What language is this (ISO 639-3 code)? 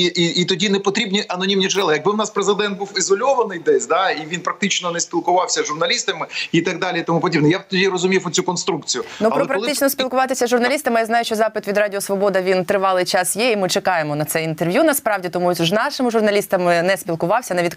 ukr